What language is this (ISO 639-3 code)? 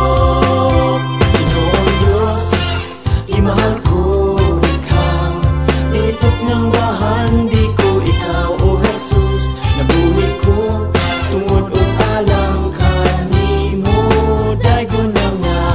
ceb